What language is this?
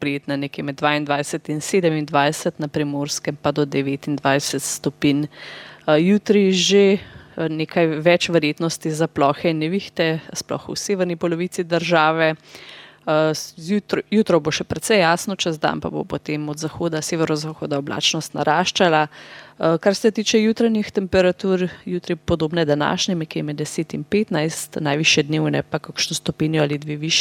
Slovenian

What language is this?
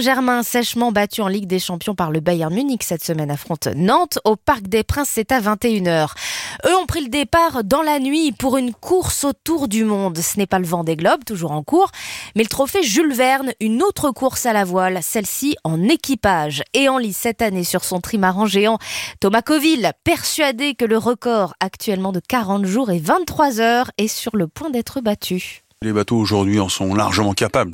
French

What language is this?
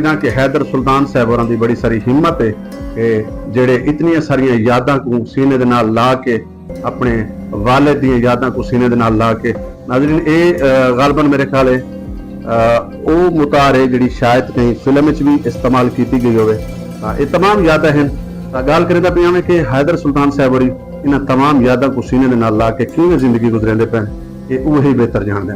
Saraiki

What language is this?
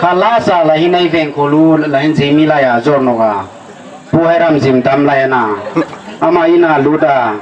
Hmar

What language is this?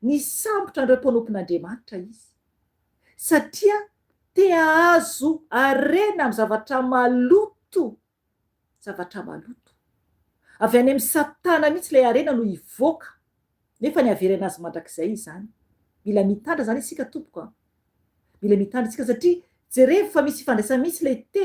Malagasy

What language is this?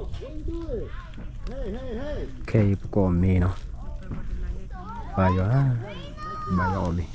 S'gaw Karen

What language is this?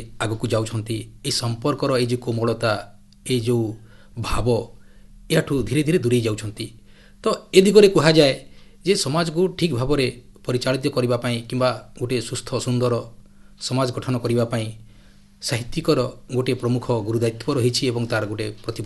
Odia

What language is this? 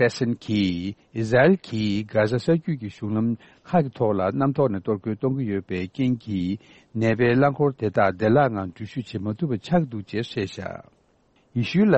Tibetan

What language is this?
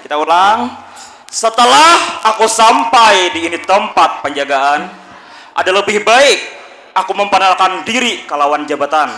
Banjar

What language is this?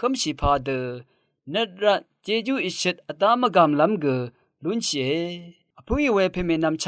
Rawang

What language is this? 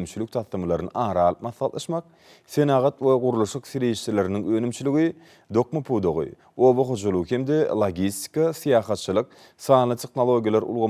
Turkmen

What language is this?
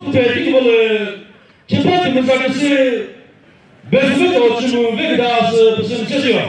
Chokri Naga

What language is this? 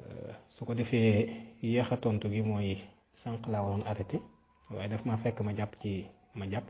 Wolof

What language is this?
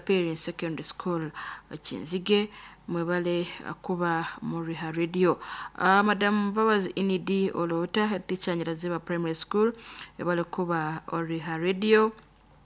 Nyoro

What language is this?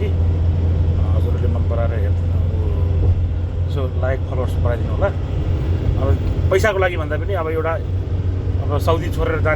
Nepali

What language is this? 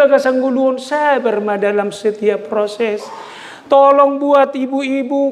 Batak Toba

